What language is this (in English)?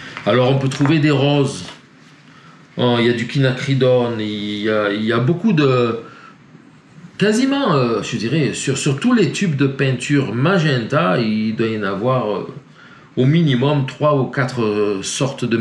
French